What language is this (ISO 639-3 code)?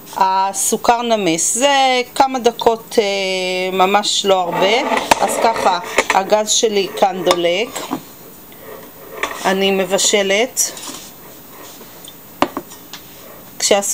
heb